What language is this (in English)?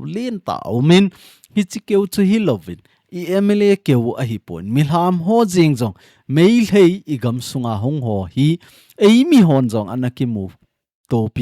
Thado Chin